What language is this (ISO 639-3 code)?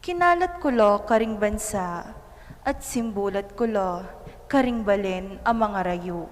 pam